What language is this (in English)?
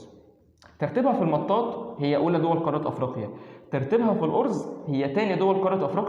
Egyptian Arabic